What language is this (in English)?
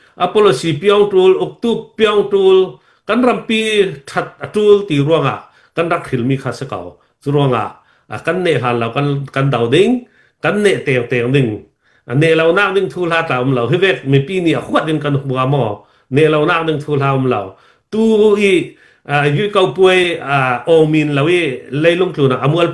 Falam Chin